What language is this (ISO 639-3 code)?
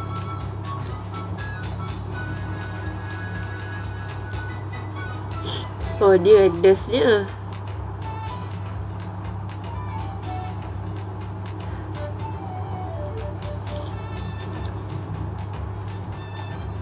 msa